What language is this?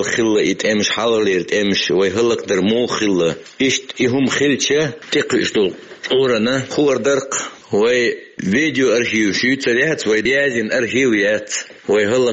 Chechen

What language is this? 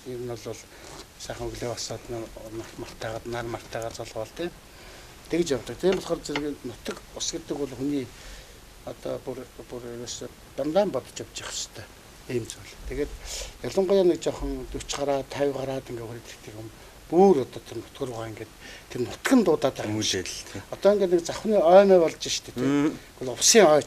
Mongolian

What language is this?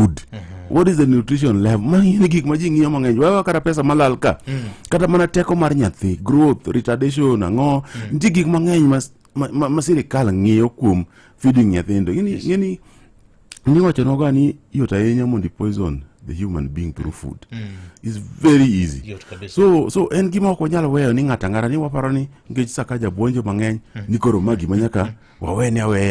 Luo (Kenya and Tanzania)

